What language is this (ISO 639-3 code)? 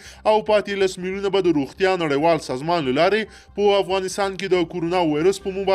pus